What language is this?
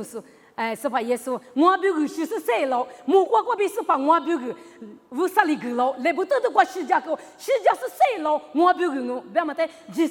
Lisu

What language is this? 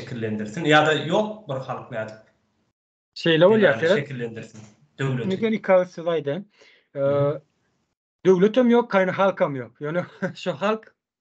Turkmen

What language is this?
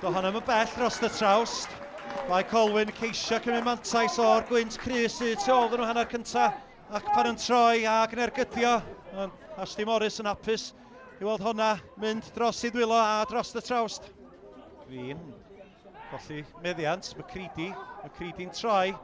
Welsh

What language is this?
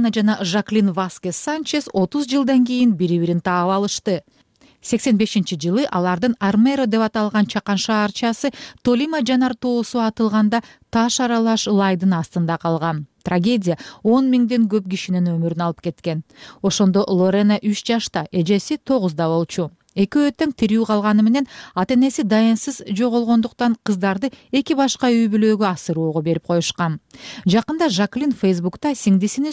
Kyrgyz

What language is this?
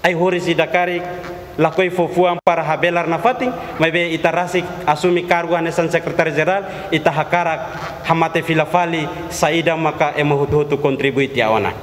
Tetum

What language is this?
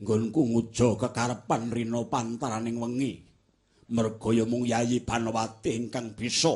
Javanese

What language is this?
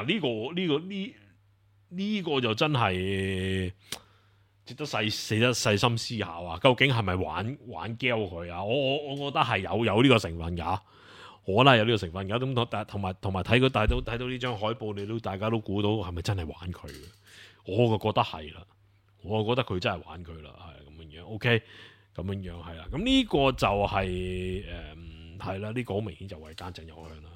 Cantonese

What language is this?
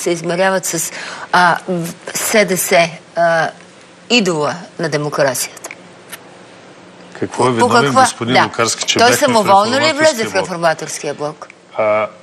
Bulgarian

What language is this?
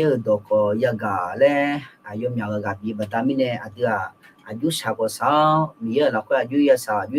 Akha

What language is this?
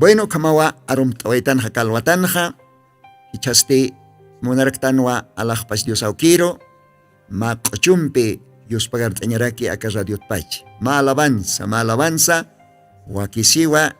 Aymara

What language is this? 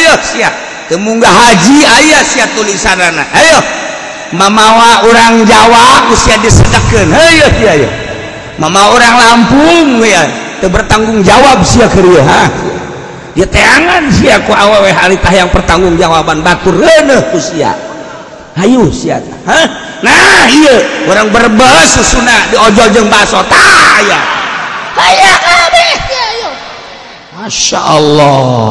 Sundanese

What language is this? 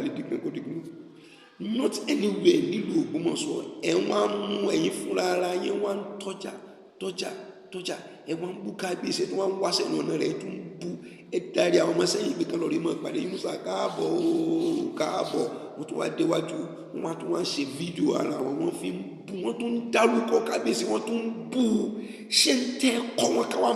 Yoruba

